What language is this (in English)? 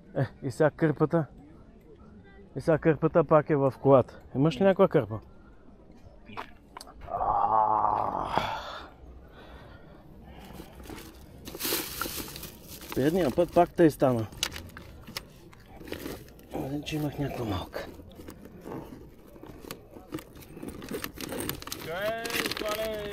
Bulgarian